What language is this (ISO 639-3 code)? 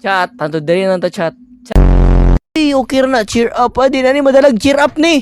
ceb